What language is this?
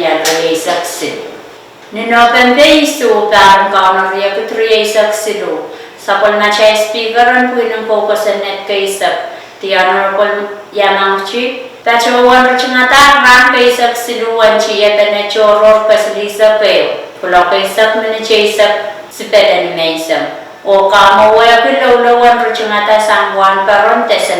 Pohnpeian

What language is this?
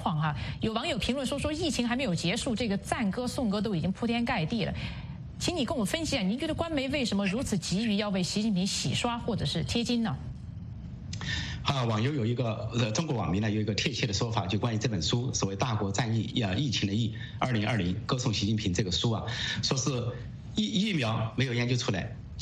Chinese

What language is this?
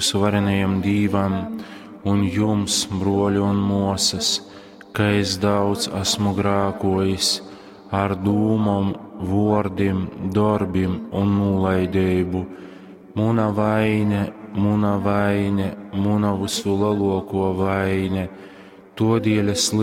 Latgalian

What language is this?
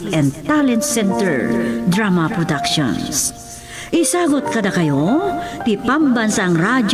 Iloko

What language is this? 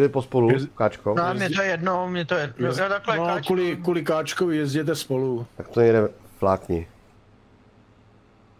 Czech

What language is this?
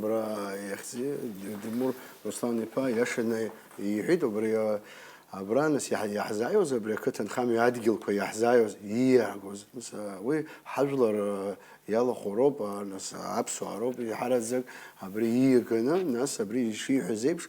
Abkhazian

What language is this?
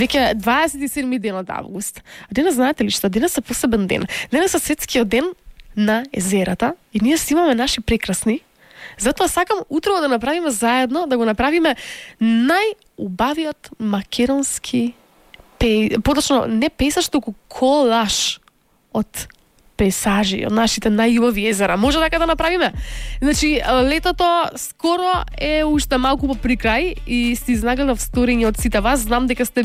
Macedonian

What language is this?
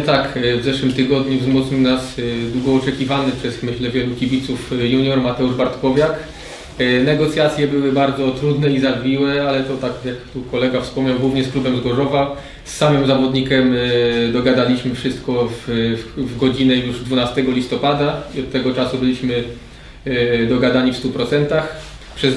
Polish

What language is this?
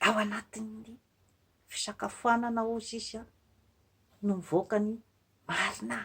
Malagasy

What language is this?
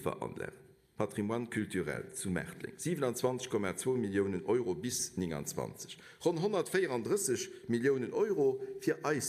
Luxembourgish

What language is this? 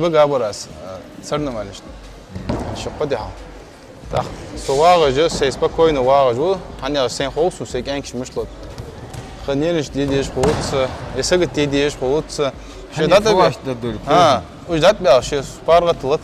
Ingush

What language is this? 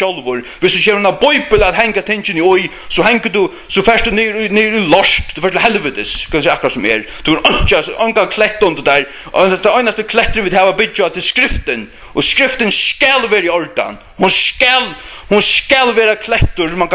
Faroese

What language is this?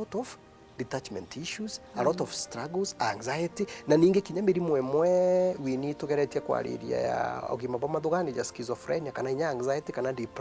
Meru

